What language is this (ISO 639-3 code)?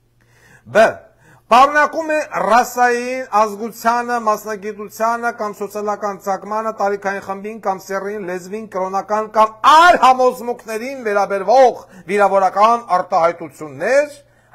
hye